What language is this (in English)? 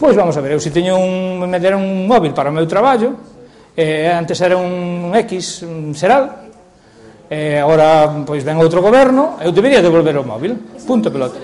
Galician